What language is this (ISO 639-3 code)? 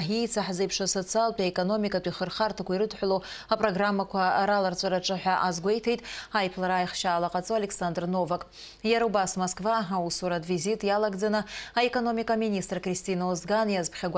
abk